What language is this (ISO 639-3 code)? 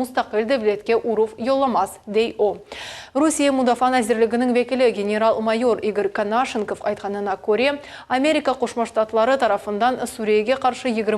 crh